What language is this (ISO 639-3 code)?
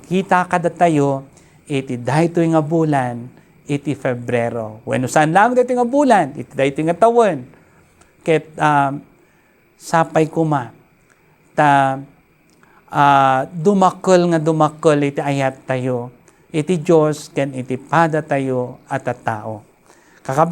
ilo